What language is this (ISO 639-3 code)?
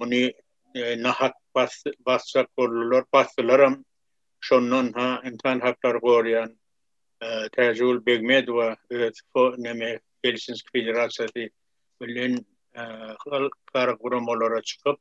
tuk